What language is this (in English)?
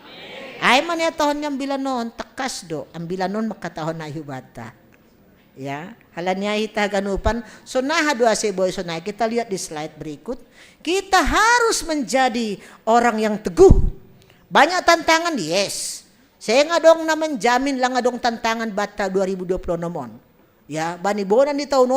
Batak Simalungun